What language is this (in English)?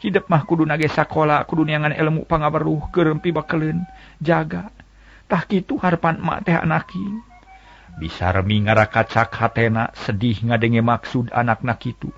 Sundanese